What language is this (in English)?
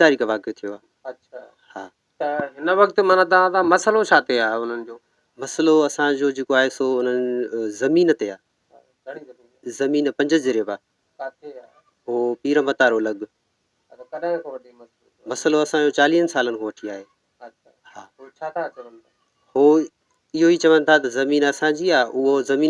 Sindhi